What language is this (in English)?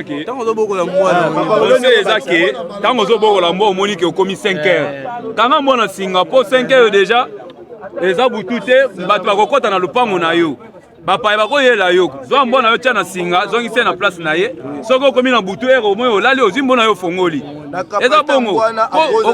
Lingala